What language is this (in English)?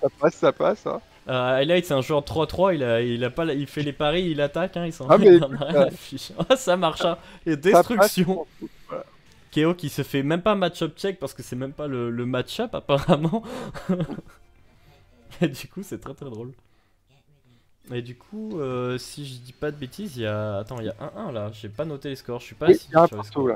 French